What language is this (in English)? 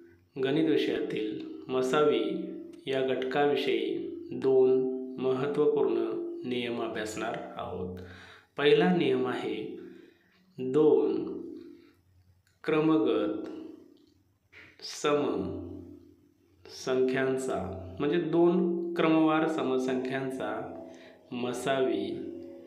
Marathi